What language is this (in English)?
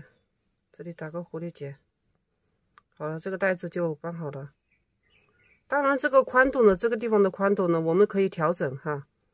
Chinese